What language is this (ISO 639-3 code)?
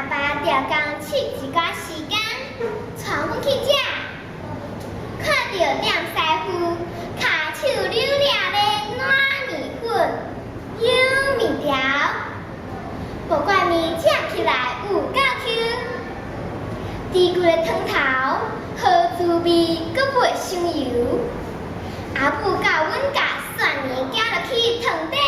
nan